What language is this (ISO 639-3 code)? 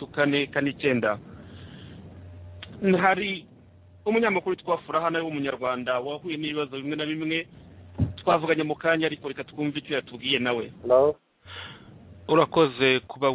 kin